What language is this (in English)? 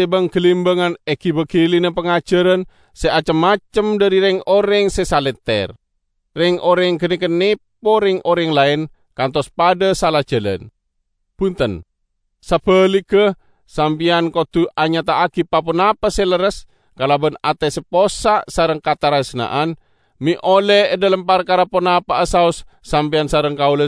Madurese